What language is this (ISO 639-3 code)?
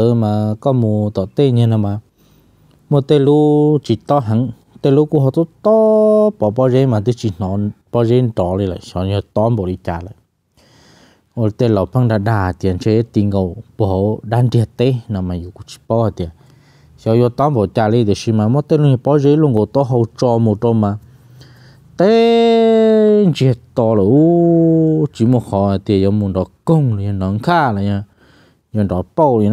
vie